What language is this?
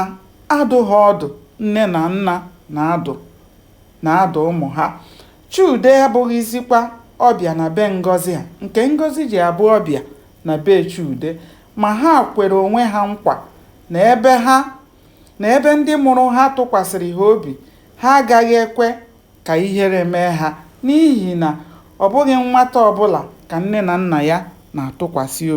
Igbo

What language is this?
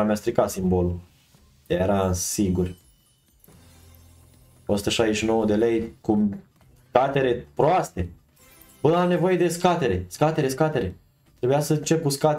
Romanian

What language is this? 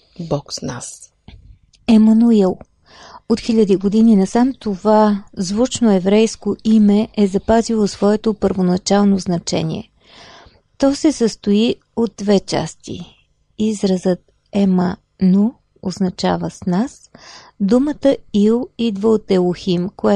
Bulgarian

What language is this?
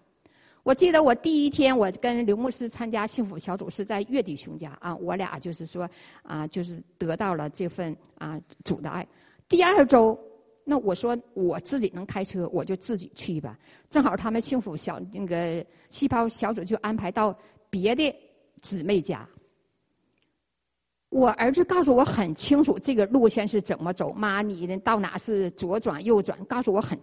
Chinese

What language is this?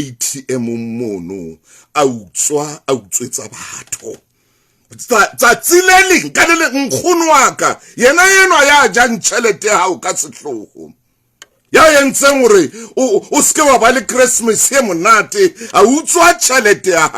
Southern Sotho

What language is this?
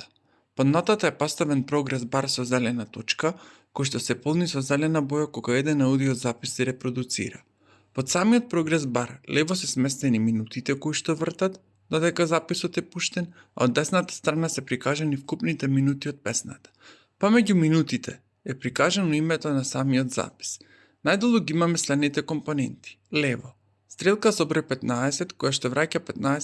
Macedonian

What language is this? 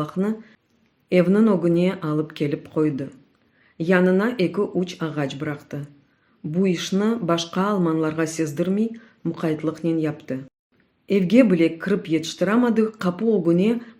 Crimean Tatar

